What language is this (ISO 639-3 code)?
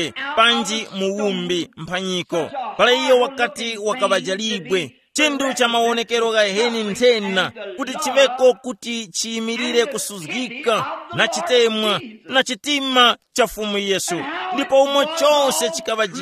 tum